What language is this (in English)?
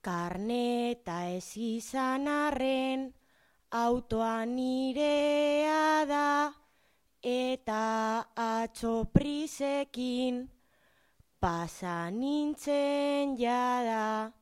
Basque